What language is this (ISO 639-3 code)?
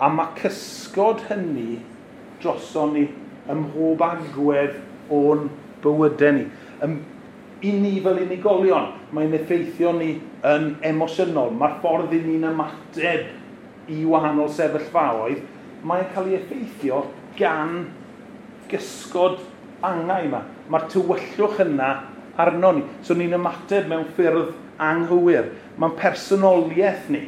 cym